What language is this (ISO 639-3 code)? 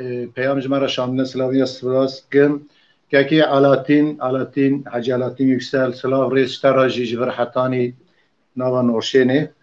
kur